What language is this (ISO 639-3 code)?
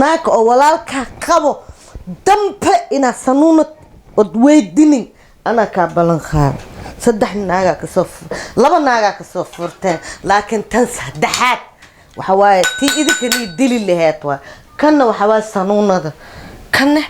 som